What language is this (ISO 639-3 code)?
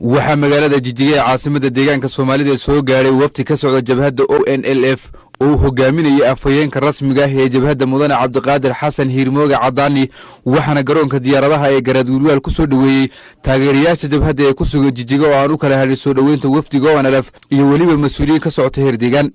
som